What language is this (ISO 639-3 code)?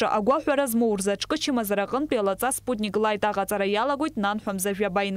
abk